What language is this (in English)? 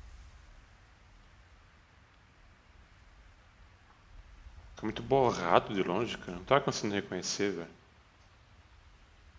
Portuguese